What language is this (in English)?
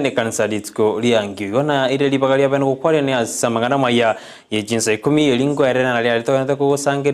Gusii